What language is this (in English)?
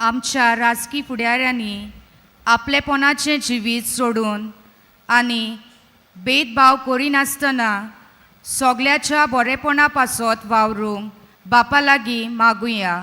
Konkani